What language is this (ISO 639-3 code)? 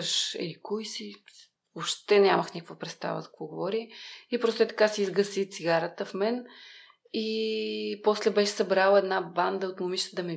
bul